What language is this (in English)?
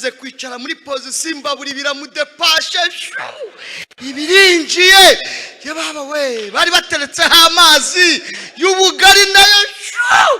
Kinyarwanda